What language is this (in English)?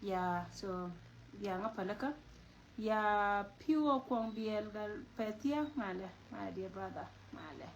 Nuer